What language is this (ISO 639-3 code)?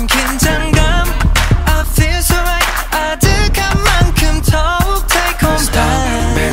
kor